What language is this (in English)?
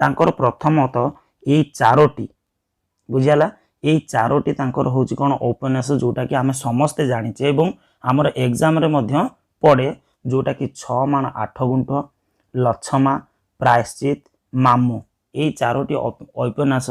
Odia